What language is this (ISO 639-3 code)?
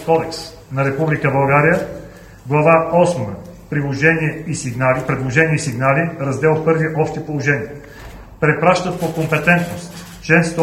bul